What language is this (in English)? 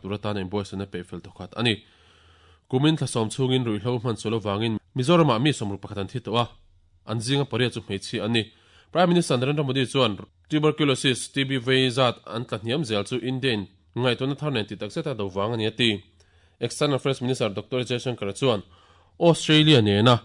Mizo